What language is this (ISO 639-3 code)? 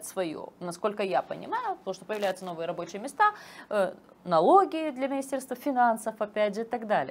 rus